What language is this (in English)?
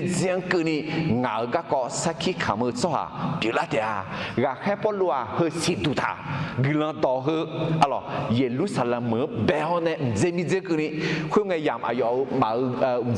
Akha